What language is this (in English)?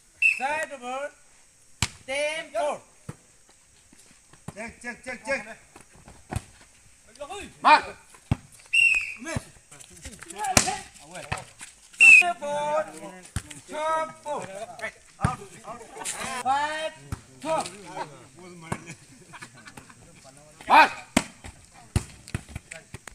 Malay